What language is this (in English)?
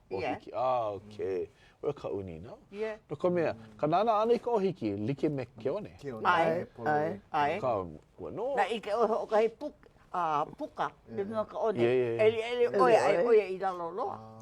Hawaiian